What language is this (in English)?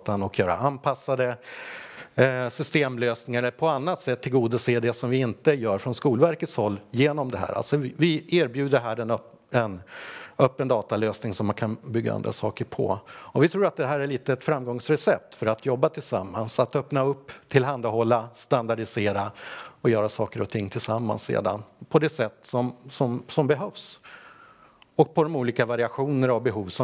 Swedish